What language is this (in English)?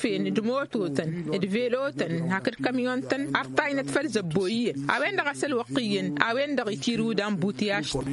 Tamasheq